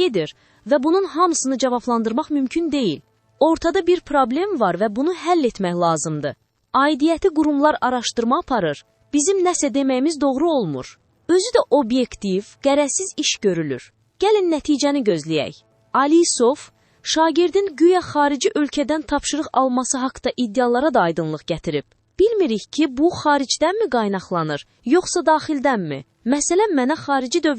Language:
Azerbaijani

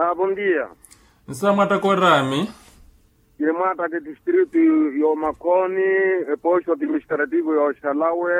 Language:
Makhuwa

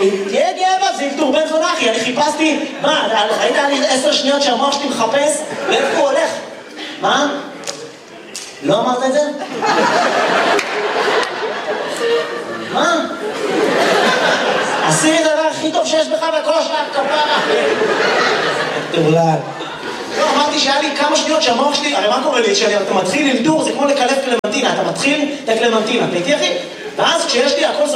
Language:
Hebrew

